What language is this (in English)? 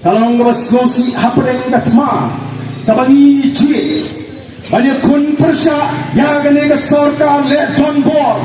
Khasi